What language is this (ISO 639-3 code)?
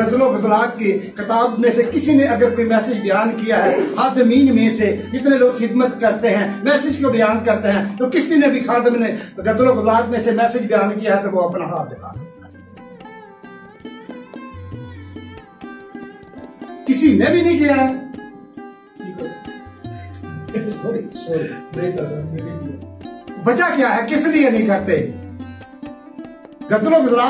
urd